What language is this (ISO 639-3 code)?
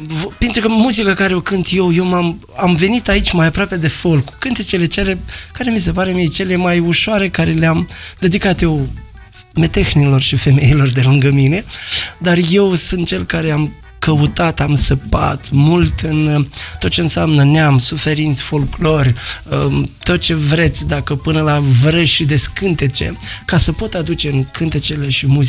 ron